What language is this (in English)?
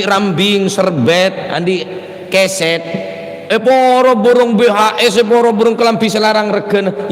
Madurese